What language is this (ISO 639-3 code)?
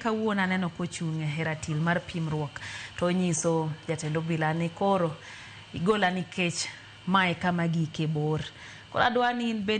luo